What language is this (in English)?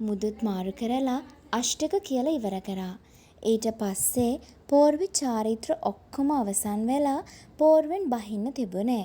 Sinhala